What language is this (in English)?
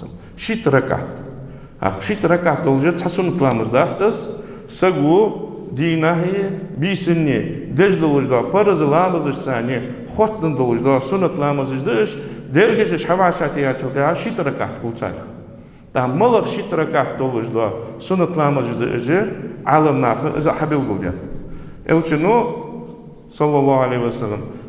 Ingush